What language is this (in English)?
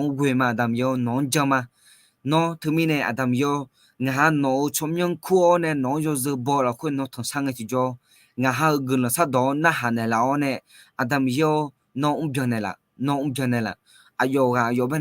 Akha